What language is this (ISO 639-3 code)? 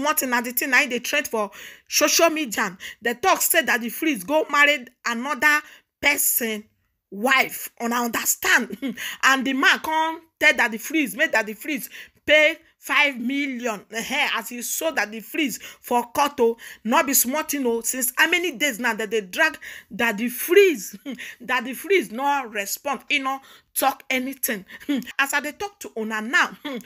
pcm